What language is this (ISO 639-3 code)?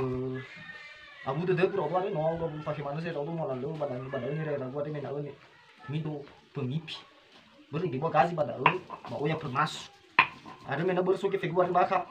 nia